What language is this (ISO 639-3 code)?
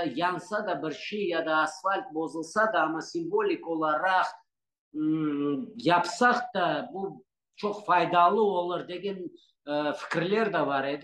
crh